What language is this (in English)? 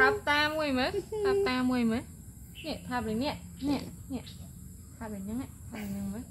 Khmer